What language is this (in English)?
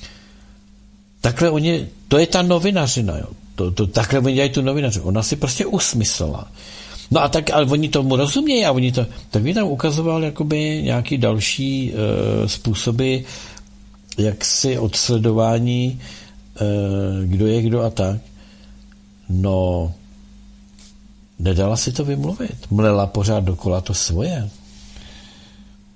Czech